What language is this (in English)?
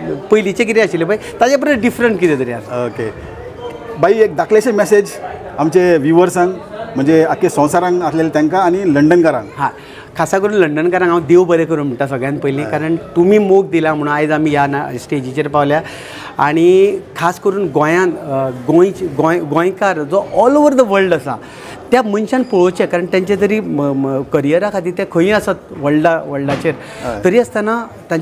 Konkani